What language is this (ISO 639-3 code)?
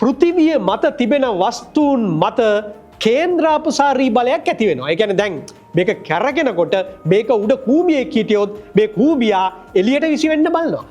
sin